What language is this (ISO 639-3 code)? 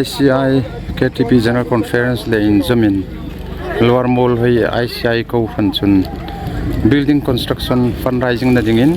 hmr